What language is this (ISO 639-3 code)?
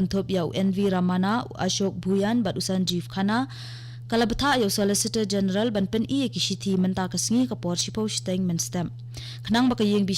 kha